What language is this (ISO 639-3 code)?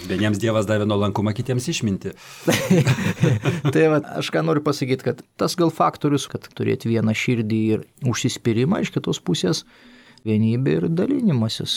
lit